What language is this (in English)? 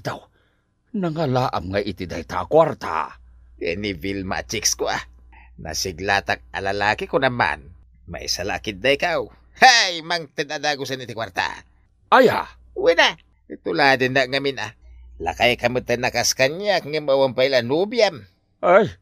Iloko